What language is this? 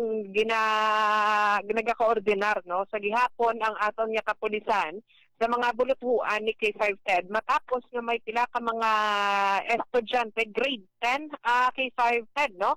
Hiligaynon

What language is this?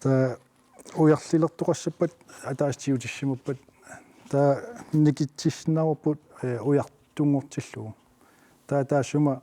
Kalaallisut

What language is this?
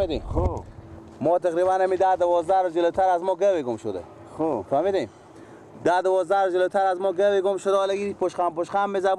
Persian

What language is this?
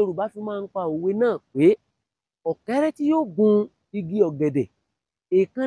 Yoruba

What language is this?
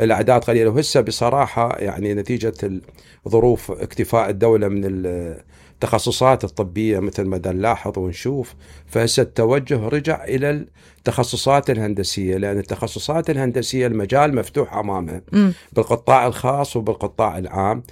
Mesopotamian Arabic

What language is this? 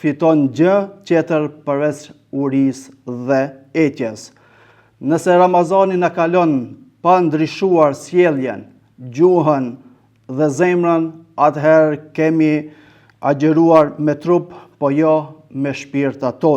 Albanian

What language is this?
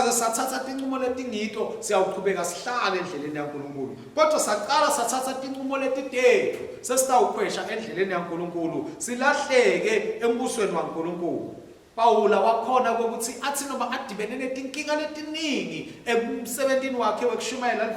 Swati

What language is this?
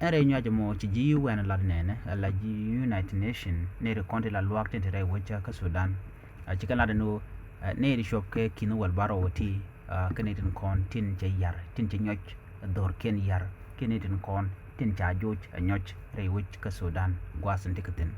Nuer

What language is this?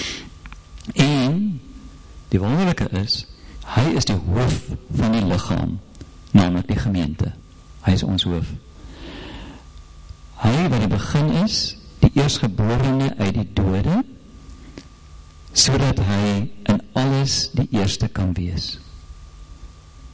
Afrikaans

